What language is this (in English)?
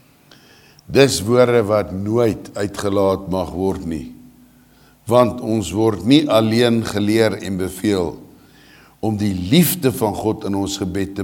Afrikaans